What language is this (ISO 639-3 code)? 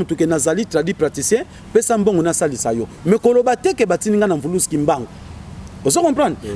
lin